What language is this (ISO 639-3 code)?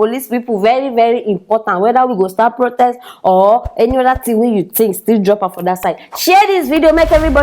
pcm